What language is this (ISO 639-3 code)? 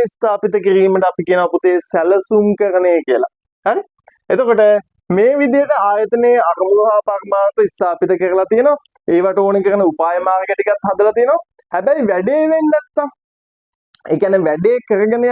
sin